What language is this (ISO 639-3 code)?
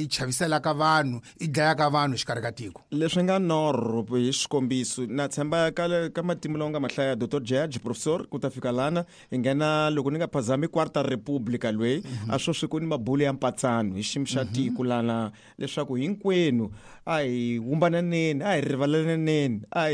tso